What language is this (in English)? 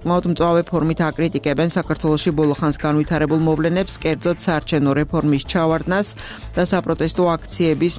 Georgian